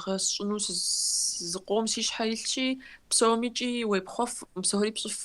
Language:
Kabardian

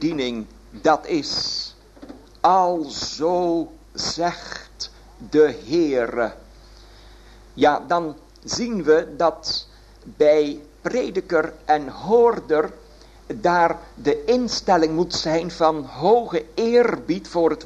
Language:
Dutch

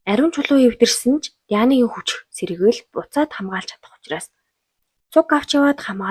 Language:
Mongolian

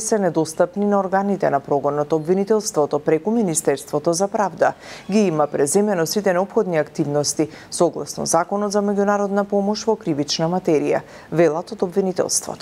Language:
Macedonian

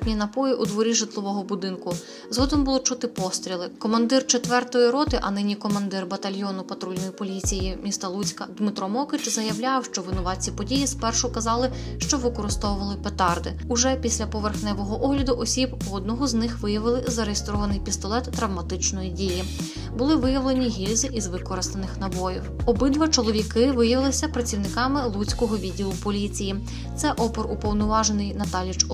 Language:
Ukrainian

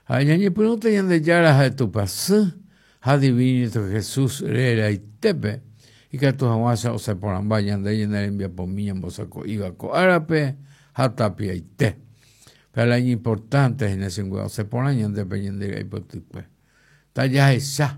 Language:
Guarani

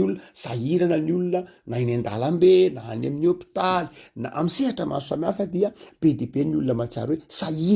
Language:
Malagasy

